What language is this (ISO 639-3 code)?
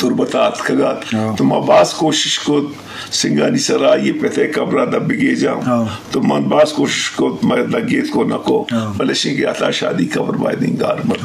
bgp